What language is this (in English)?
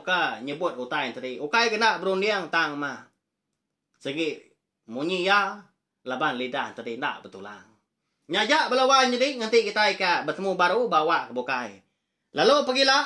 Iban